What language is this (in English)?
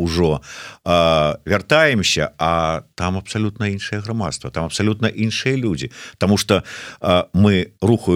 Belarusian